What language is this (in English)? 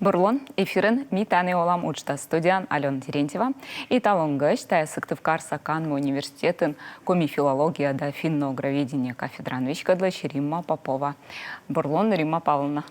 Komi